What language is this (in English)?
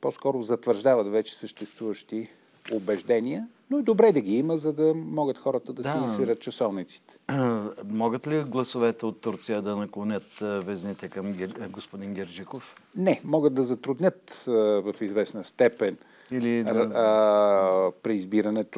Bulgarian